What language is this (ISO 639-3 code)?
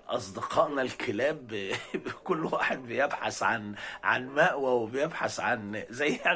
arz